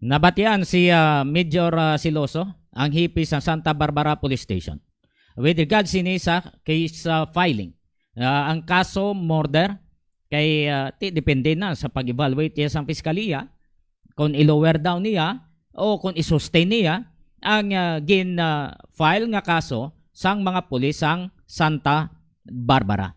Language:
Hiligaynon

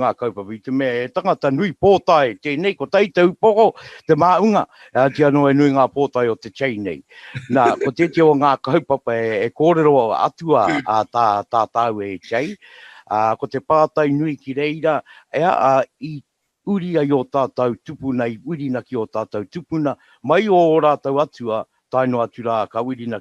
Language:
Māori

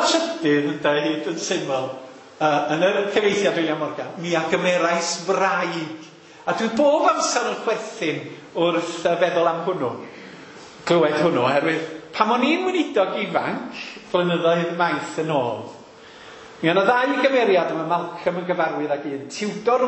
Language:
Welsh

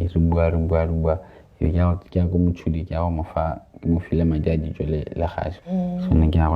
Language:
Tswana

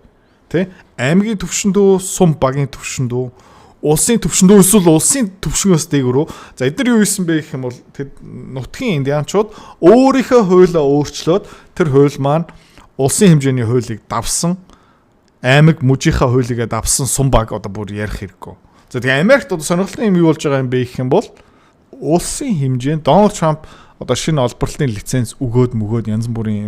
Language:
Mongolian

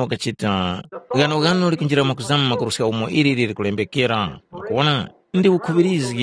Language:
Tumbuka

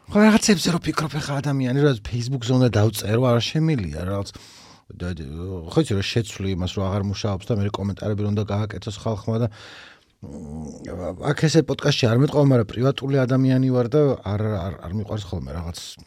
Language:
Georgian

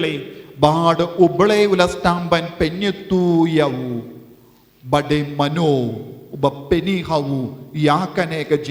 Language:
Khasi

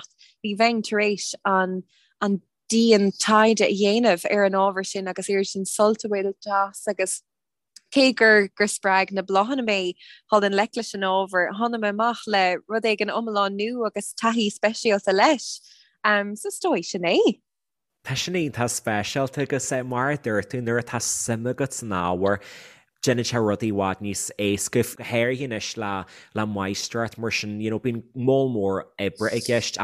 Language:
Irish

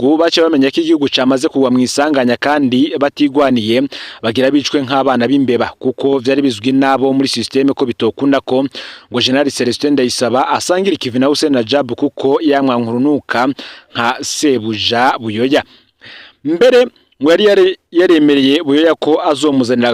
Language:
Rundi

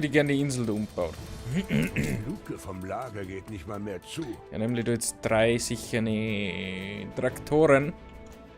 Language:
Bavarian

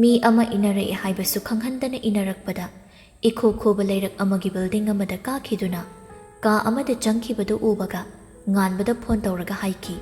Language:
Manipuri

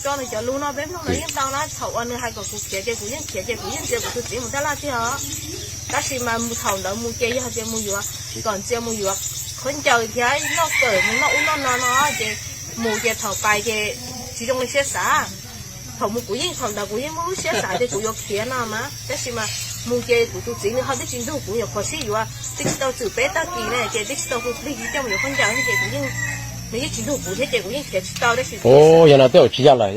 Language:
Hmong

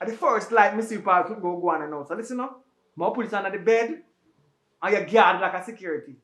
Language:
Jamaican Creole English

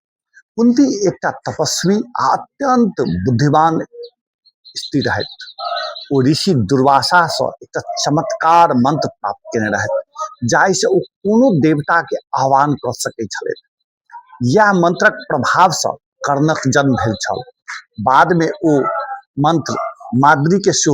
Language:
Maithili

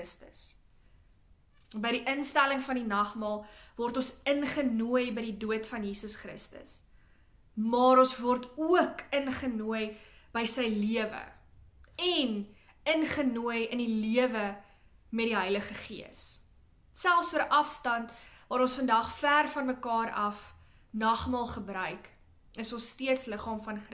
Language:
Afrikaans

